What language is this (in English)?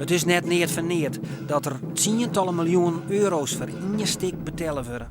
Western Frisian